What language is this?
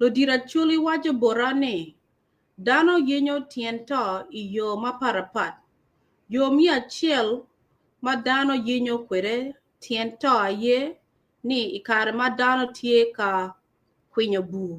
Acoli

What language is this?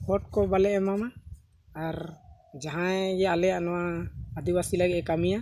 Santali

